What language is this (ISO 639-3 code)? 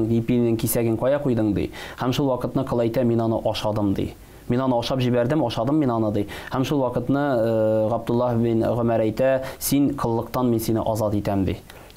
tat